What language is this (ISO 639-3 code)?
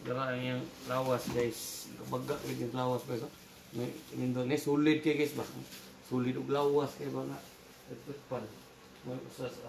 ceb